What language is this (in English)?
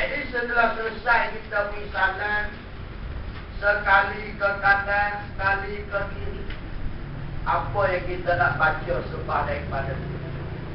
Malay